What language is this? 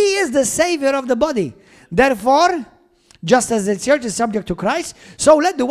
English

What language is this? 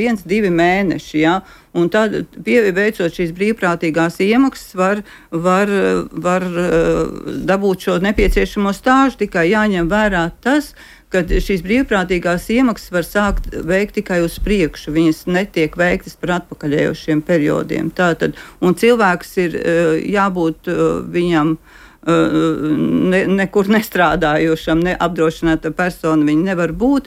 Latvian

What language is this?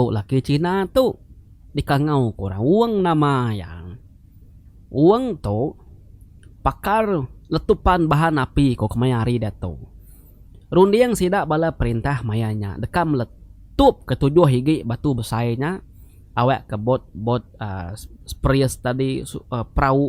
Iban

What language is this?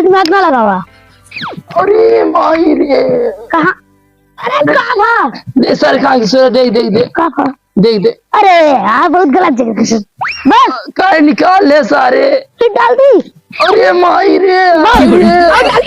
Awadhi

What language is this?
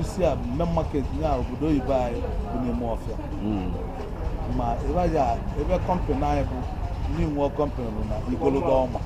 Igbo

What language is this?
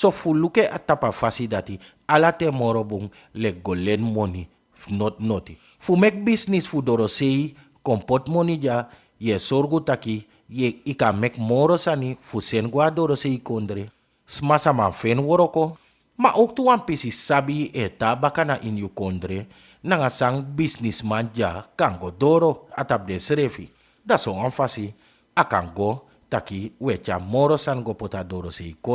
Sranan Tongo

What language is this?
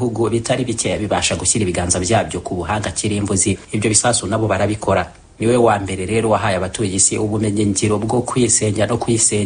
Kinyarwanda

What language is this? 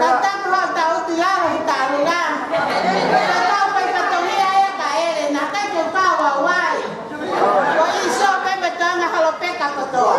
Tongan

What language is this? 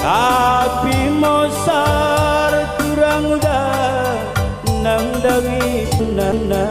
Batak Karo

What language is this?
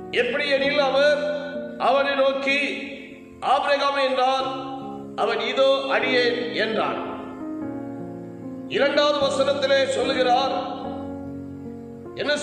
Tamil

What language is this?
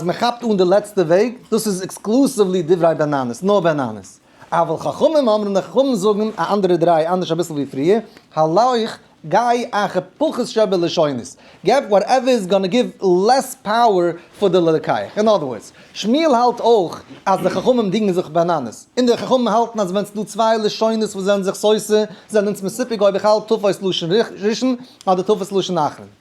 Yiddish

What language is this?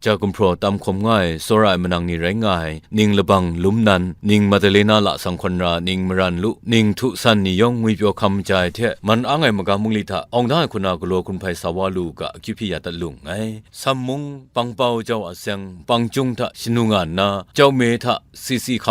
Kachin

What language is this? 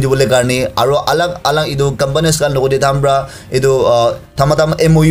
Naga Pidgin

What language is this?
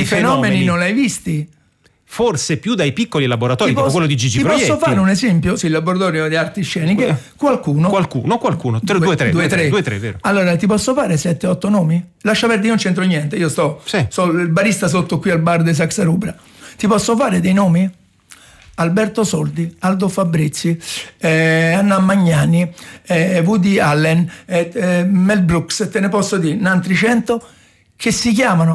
Italian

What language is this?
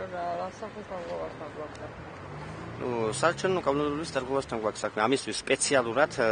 Georgian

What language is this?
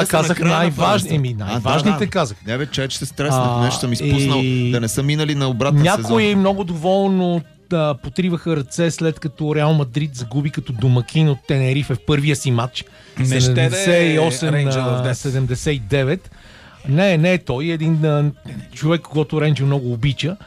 Bulgarian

